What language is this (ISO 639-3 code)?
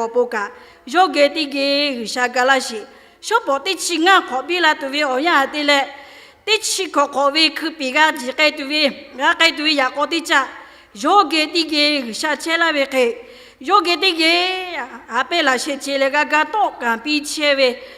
lhu